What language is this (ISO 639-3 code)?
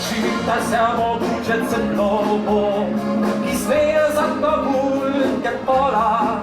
hsb